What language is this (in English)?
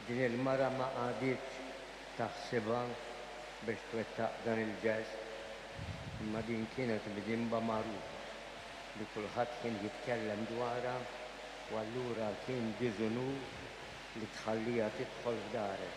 Maltese